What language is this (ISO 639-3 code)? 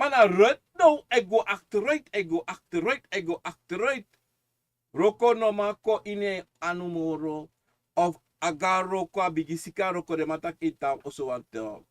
srn